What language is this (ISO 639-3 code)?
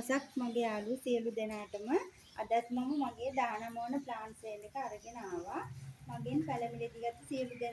sin